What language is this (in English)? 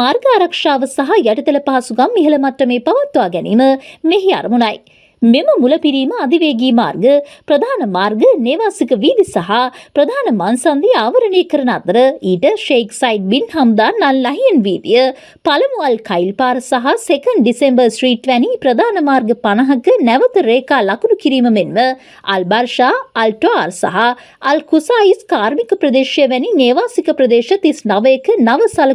Sinhala